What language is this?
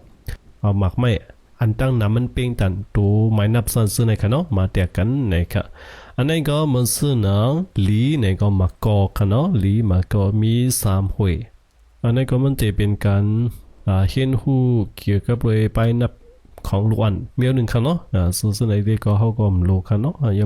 Shan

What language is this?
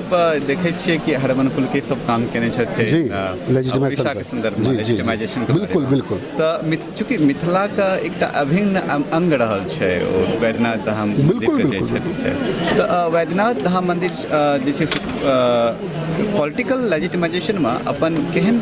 Maithili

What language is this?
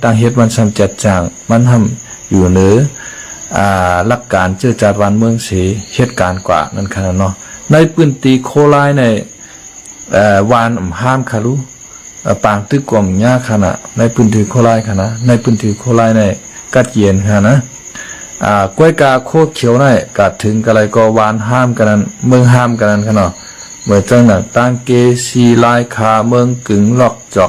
Shan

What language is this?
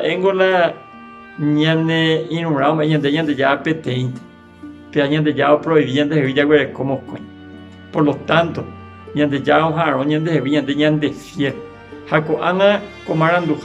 Guarani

